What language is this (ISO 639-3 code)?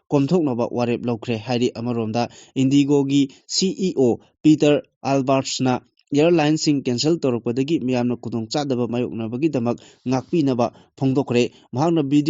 mni